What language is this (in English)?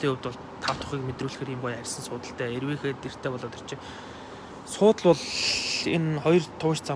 Mongolian